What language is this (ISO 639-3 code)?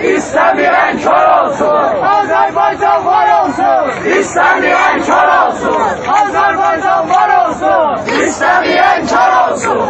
azb